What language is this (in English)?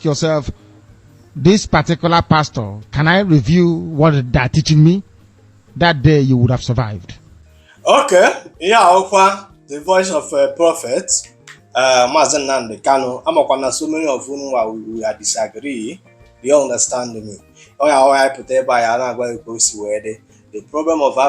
Igbo